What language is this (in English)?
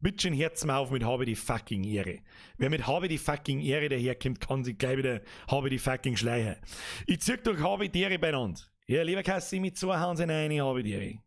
Bavarian